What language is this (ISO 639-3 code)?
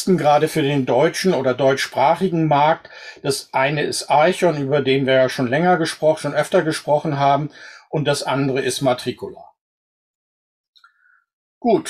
deu